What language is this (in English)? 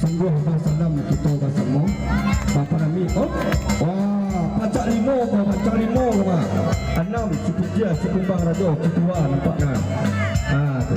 Minangkabau